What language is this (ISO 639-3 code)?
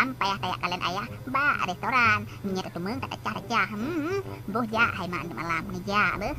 ace